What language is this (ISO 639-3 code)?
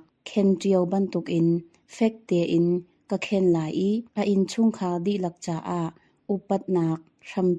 cnh